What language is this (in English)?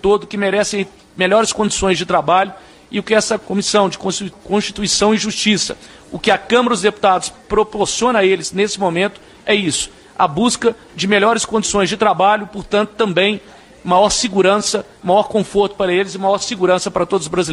Portuguese